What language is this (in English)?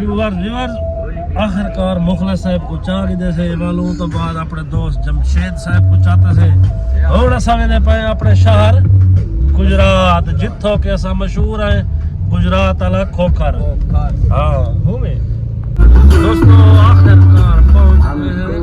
Saraiki